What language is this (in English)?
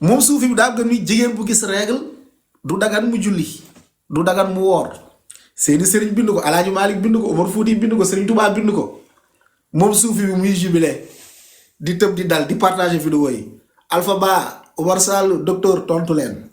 Wolof